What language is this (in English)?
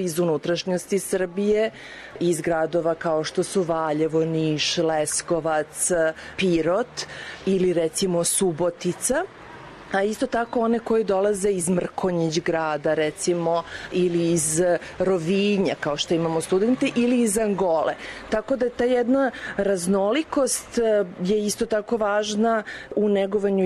Serbian